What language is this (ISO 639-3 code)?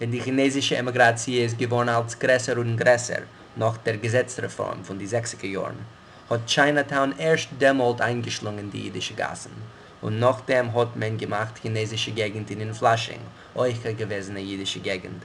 yid